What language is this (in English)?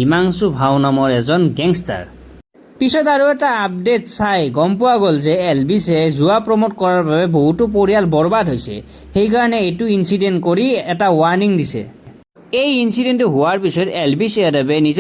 Assamese